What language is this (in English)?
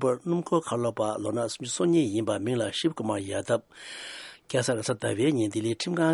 Tibetan